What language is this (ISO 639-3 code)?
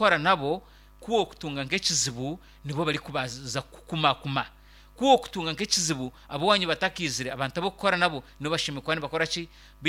nyn